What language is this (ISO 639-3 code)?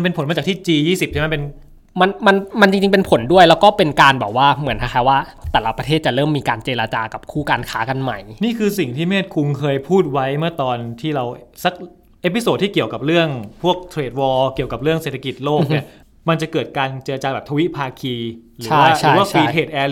tha